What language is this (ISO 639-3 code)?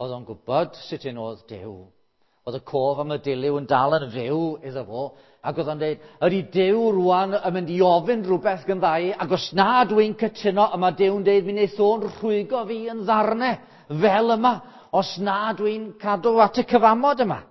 cym